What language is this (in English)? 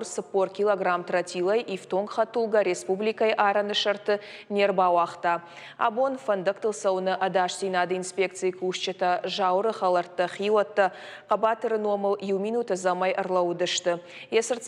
Ossetic